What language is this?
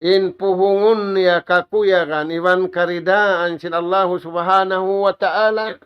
Tausug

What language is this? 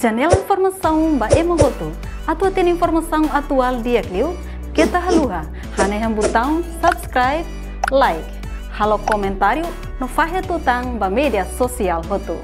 Tetum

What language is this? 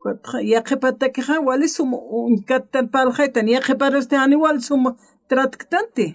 Aymara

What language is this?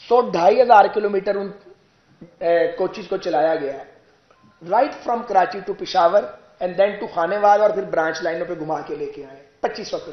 Urdu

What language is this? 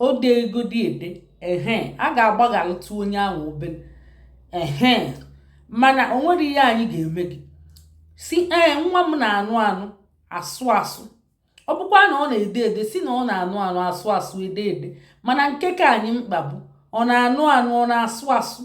Igbo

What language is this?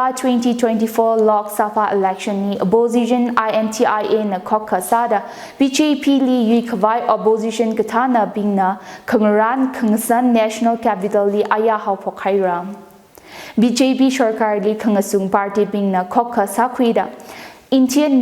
Tangkhul Naga (India)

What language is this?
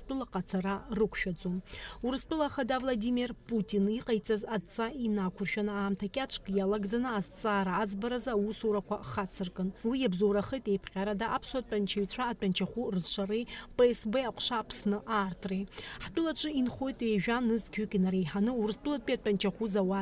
Abkhazian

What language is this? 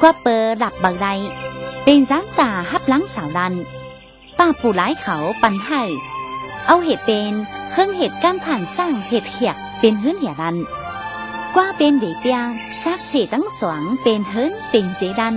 Shan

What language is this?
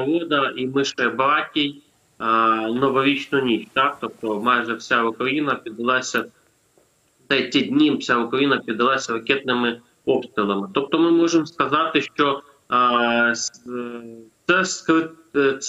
Ukrainian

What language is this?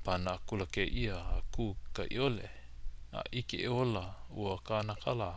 Hawaiian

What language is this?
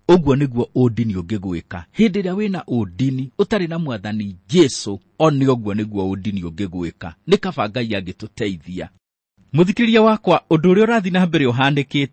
Kikuyu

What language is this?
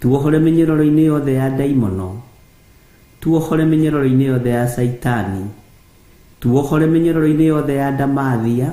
Kikuyu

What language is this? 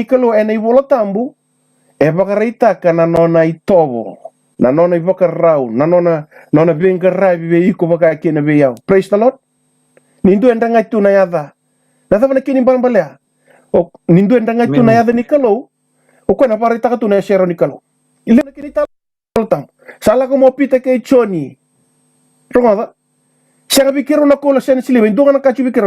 Fijian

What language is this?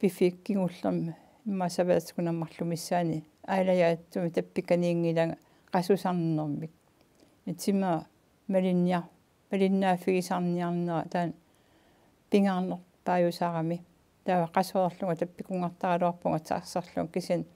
Kalaallisut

